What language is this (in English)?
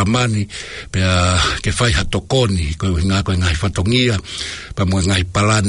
Tongan